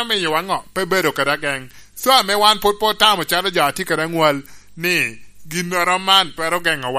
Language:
Lango (Uganda)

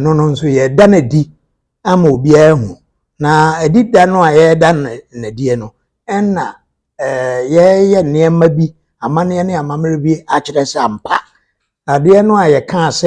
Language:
Akan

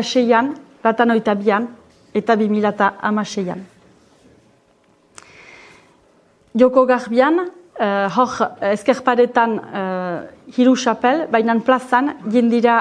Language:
Basque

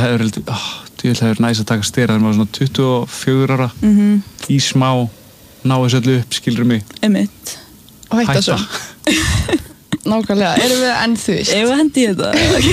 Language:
Icelandic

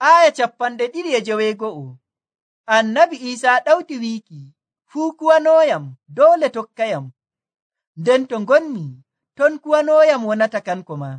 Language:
Nigerian Fulfulde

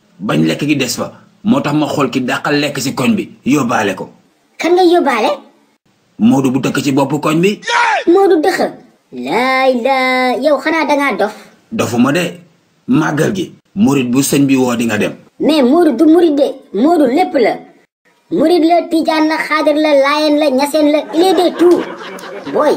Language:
Wolof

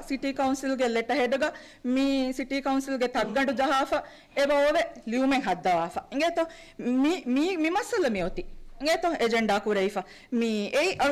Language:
Divehi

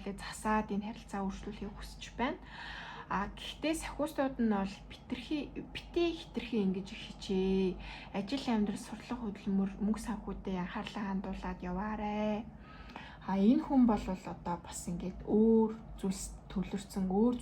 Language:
Mongolian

